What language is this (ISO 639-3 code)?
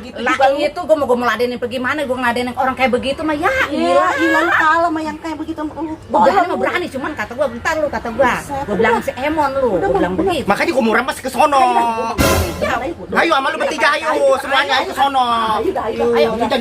bew